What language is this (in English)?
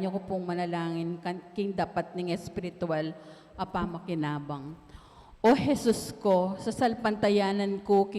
Pampanga